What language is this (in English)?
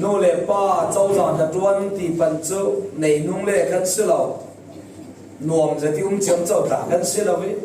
Falam Chin